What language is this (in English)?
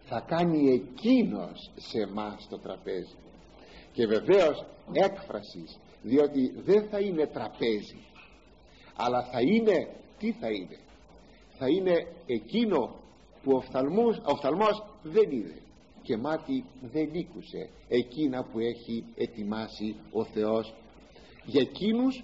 Greek